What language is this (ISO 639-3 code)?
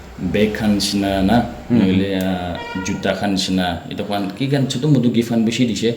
nag